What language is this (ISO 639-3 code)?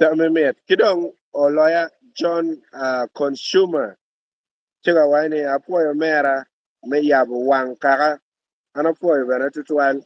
ach